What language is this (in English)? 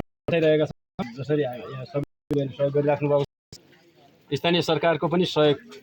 Nepali